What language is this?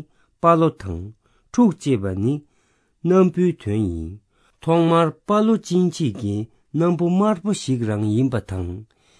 Tibetan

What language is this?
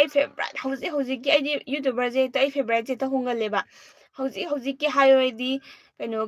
Manipuri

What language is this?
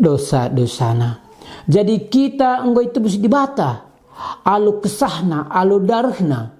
Batak Karo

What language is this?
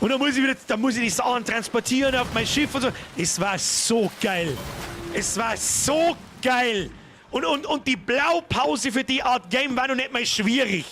Bavarian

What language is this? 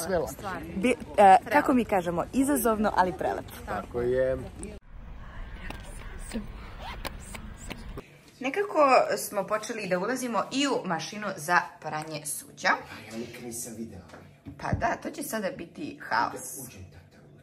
Serbian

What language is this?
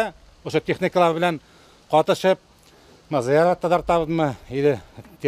Bashkir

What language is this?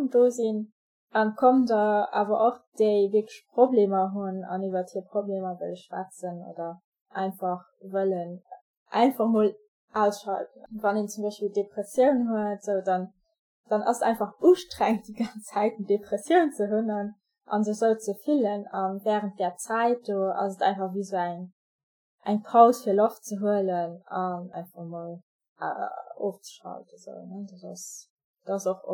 Luxembourgish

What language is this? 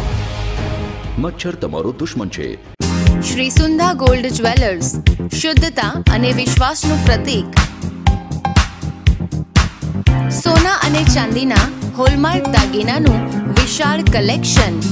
Gujarati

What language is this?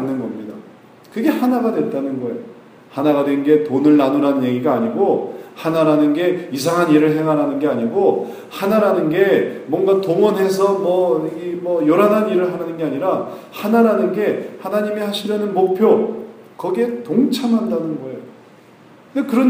Korean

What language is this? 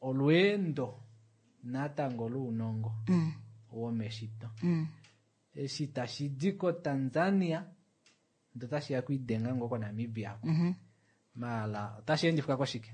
Kuanyama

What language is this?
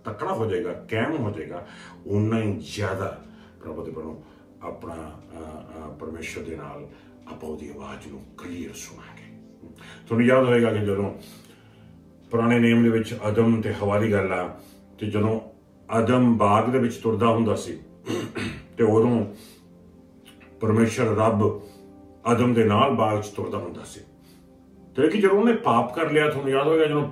Punjabi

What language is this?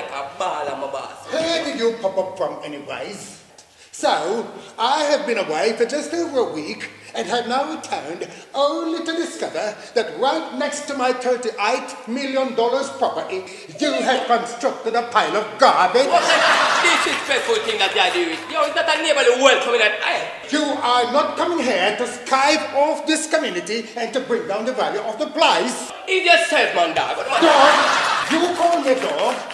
Jamaican Creole English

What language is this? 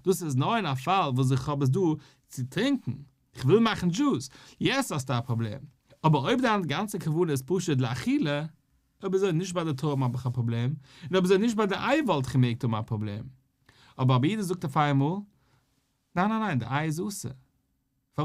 Yiddish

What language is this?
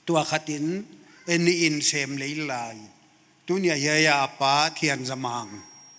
Paite Chin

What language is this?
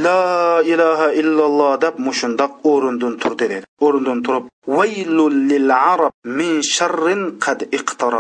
Uyghur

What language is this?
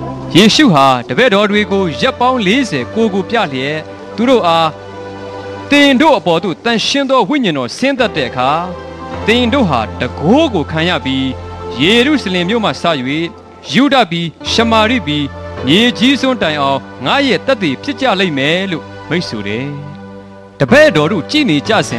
Burmese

